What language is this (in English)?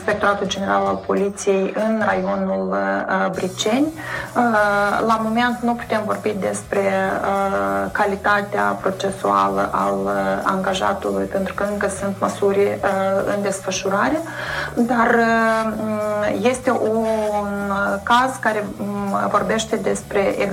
Romanian